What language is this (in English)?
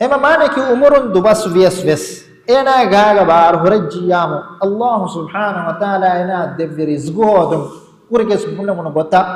Divehi